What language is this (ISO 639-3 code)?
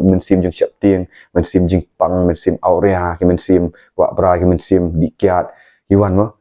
kha